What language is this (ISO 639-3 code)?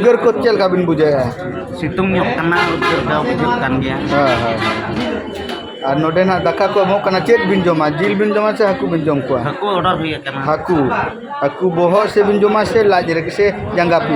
sat